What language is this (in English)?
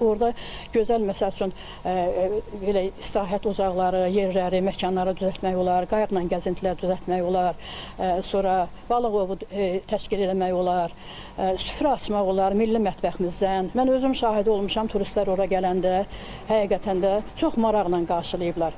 Azerbaijani